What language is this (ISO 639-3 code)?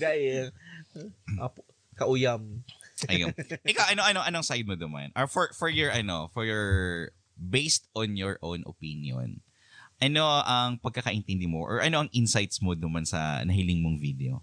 bik